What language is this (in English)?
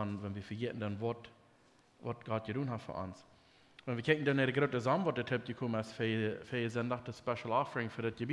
Plautdietsch